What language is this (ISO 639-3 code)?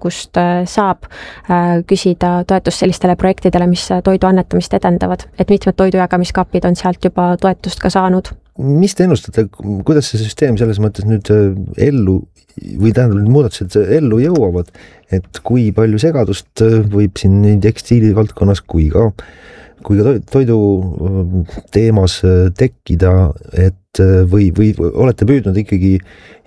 est